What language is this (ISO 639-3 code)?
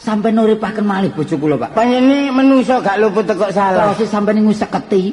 jav